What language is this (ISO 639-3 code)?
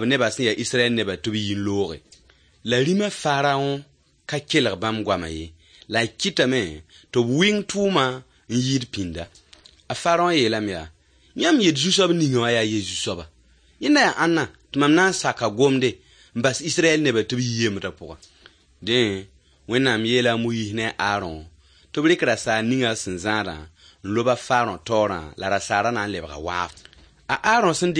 mos